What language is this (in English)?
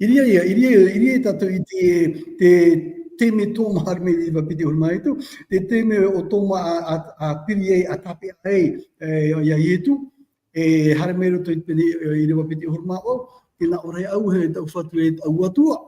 Tahitian